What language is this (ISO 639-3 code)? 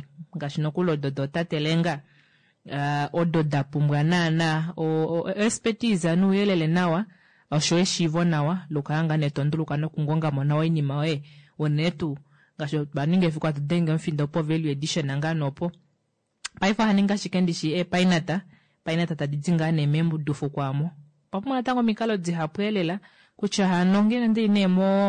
kua